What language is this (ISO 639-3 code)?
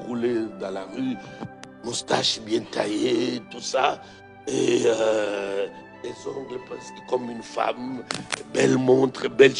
fra